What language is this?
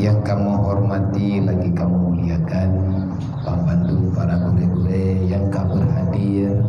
Achinese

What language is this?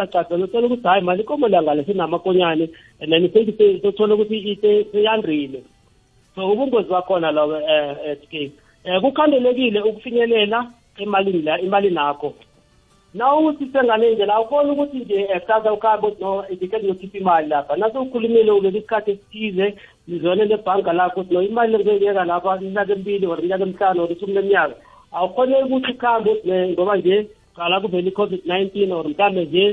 South Ndebele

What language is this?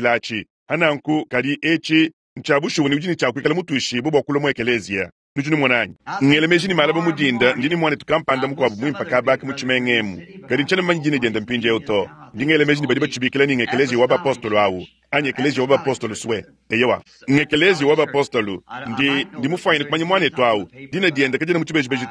Luba-Lulua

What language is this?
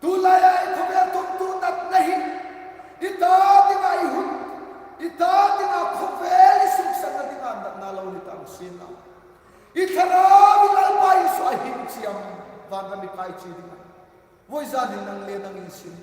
Hmar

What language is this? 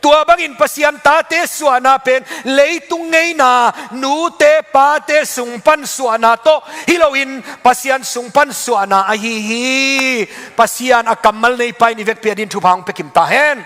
Tedim Chin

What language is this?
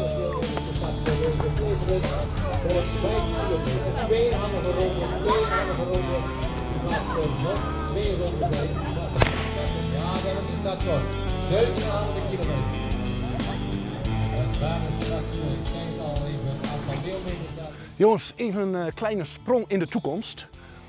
Dutch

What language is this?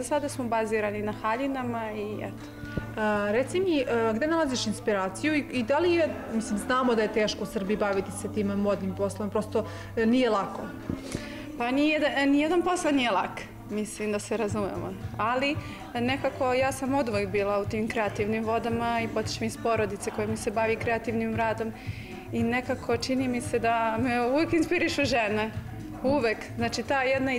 Serbian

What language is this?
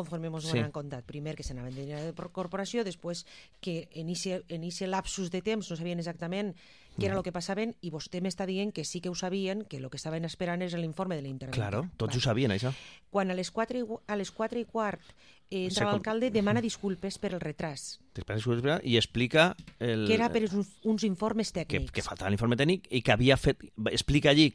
Catalan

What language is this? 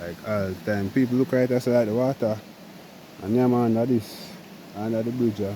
Jamaican Creole English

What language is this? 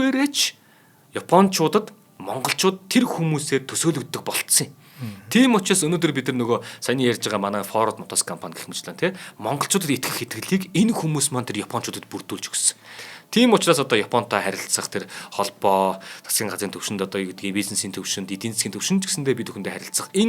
Mongolian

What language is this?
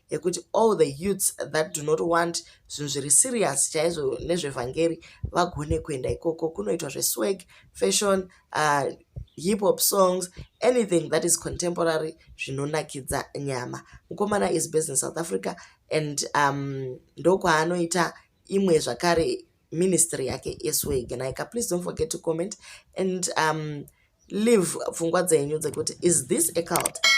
Shona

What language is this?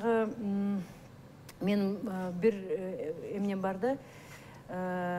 Kyrgyz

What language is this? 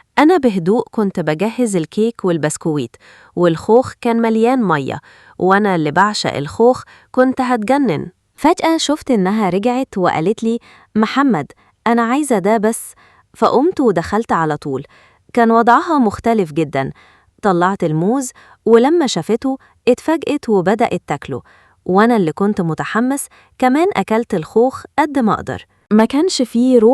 Egyptian Arabic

